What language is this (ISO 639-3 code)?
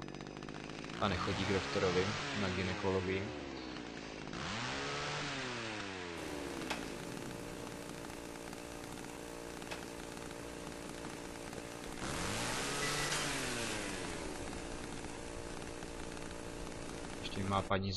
ces